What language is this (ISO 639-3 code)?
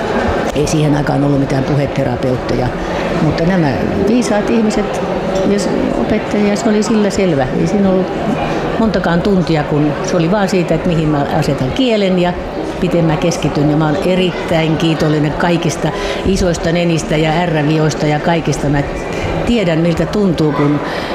fin